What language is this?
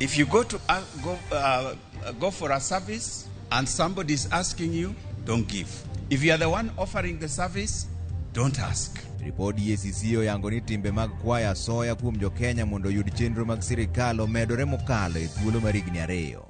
Luo (Kenya and Tanzania)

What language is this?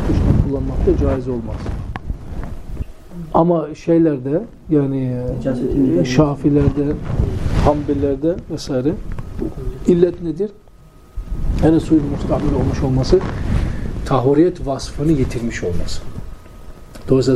Turkish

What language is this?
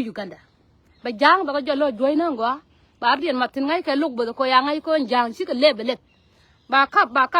Nuer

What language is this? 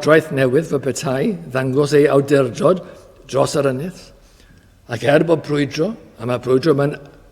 Welsh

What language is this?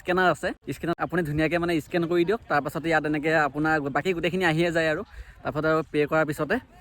Assamese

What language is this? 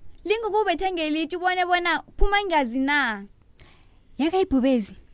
South Ndebele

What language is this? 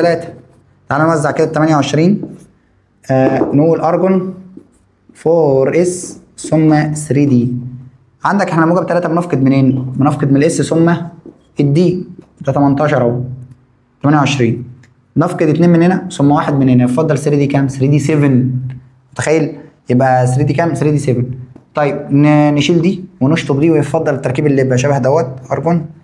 Egyptian Arabic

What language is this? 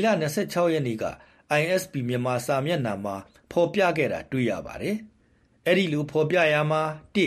Burmese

